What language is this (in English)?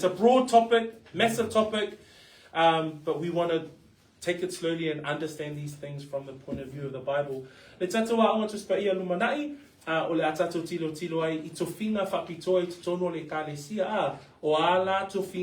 Samoan